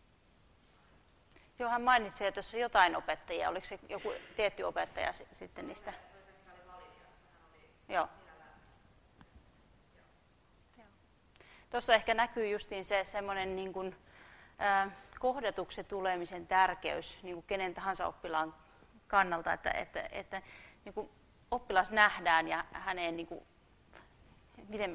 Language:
Finnish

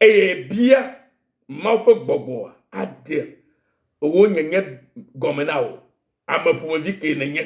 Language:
Ewe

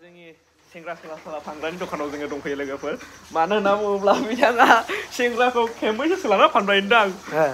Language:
Bodo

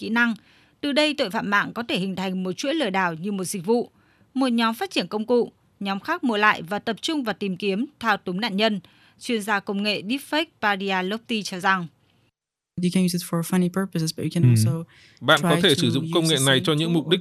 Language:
Vietnamese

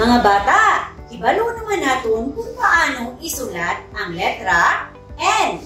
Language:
Hiligaynon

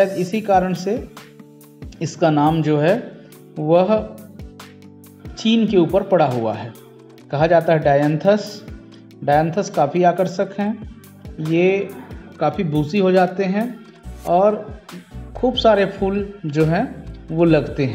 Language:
Hindi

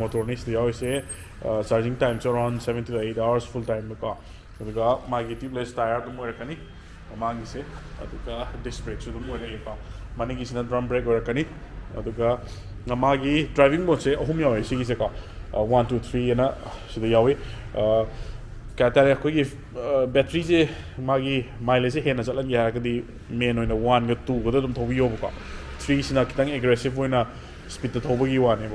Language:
Manipuri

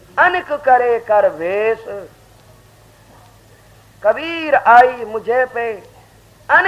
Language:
Punjabi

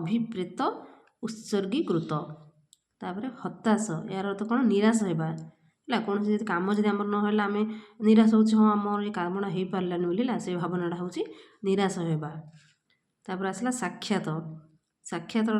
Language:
Odia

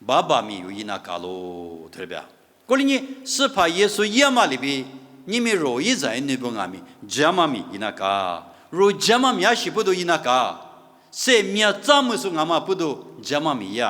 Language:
Lisu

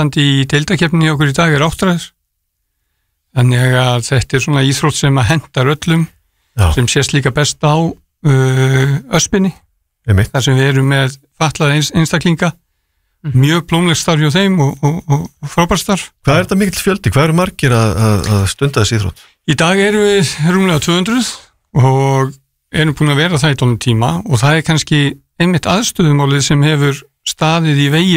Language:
Icelandic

